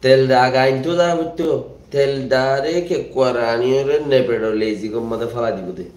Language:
Rohingya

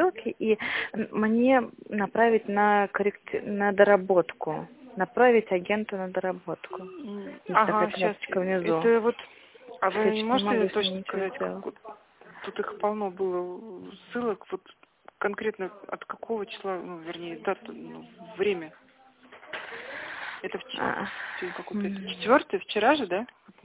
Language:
Russian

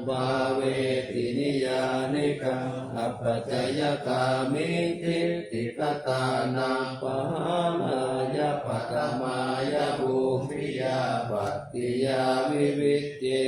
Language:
Pali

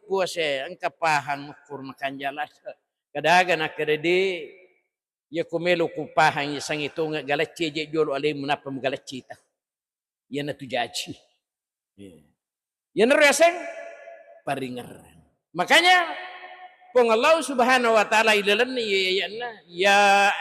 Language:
Buginese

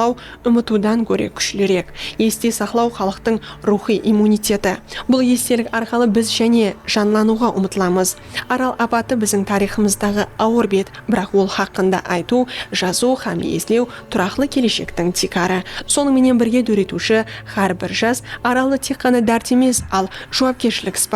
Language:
Kara-Kalpak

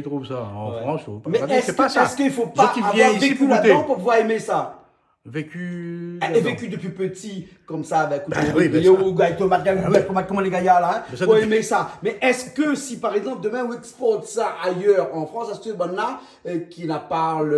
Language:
Réunion Creole French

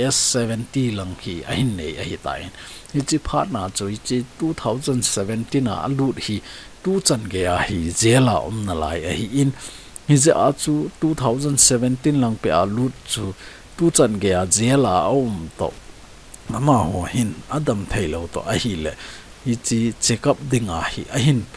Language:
Thado Chin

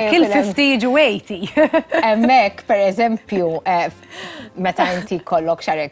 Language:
Maltese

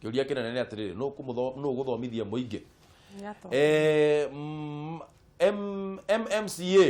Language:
Kikuyu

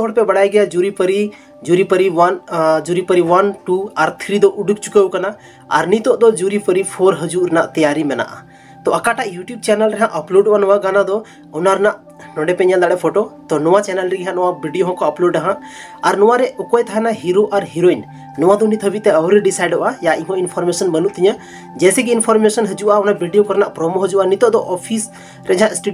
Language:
Santali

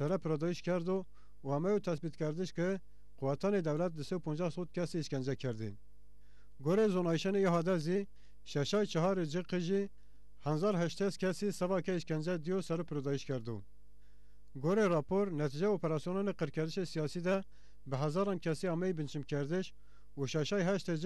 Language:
Zaza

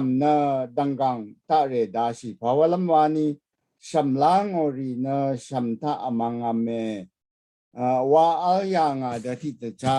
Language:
Rawang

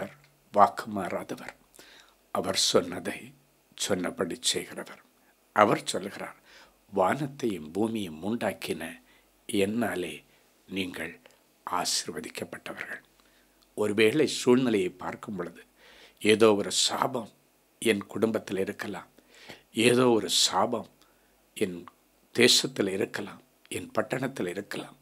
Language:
Tamil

